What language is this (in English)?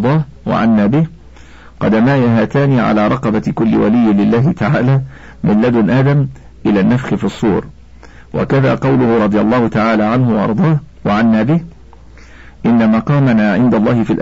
Arabic